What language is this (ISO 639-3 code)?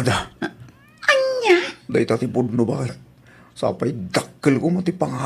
ilo